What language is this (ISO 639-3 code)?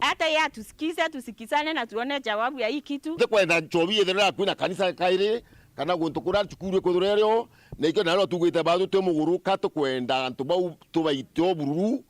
mer